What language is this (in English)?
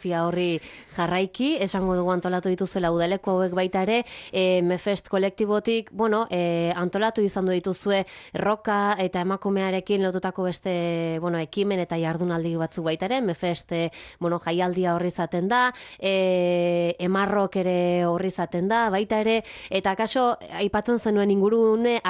Basque